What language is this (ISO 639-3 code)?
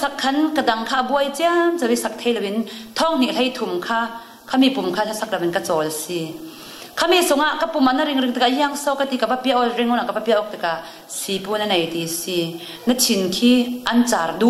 cfm